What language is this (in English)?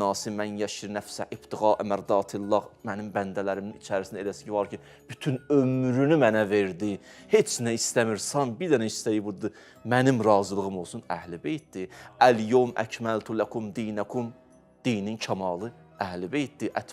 Azerbaijani